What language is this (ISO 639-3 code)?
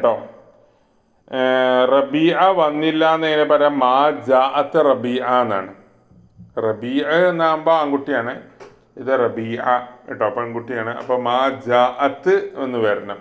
mal